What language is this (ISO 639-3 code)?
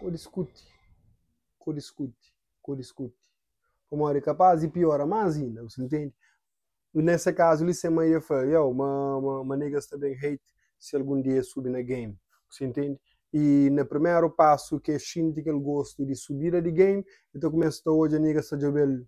kea